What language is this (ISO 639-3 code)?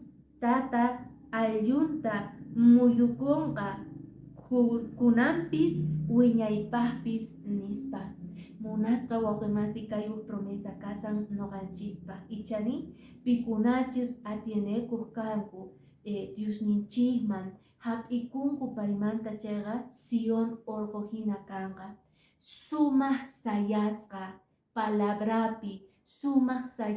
que